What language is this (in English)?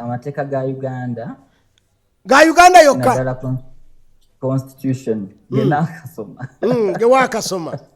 Ganda